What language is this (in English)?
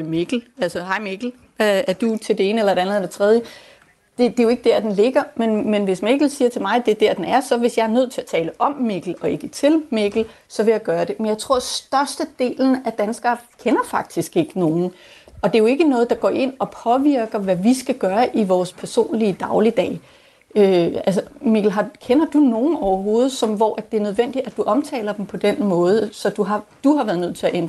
Danish